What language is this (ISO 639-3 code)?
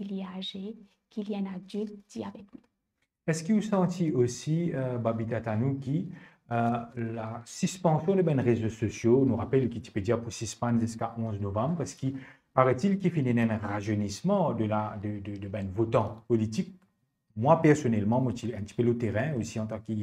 mfe